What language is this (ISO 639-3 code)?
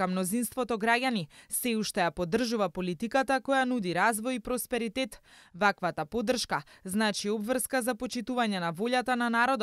mkd